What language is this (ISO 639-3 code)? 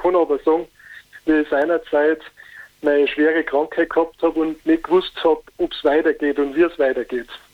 deu